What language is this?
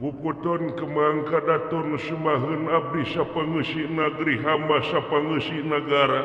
Sundanese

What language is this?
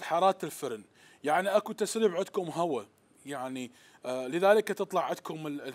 Mesopotamian Arabic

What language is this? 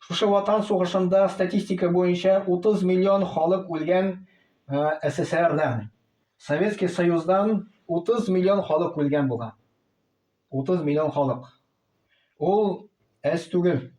Tatar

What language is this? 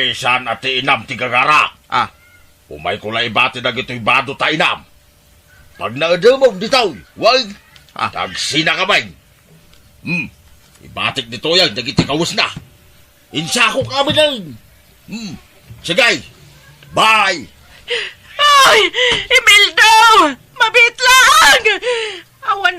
Iloko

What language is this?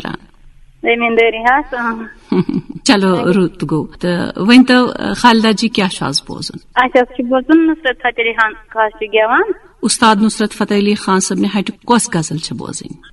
Kashmiri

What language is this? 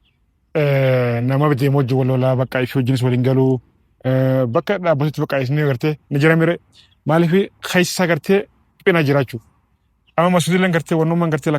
Oromo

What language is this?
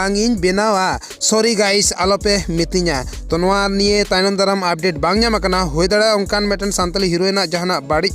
Santali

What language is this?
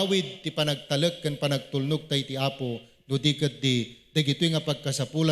Iloko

